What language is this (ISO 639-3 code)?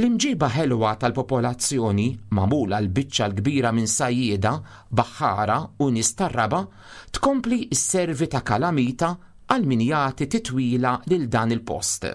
mlt